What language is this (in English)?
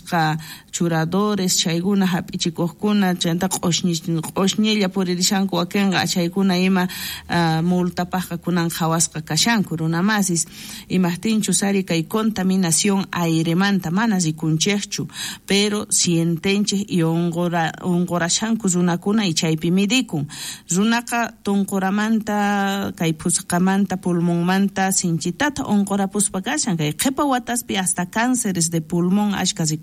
South Bolivian Quechua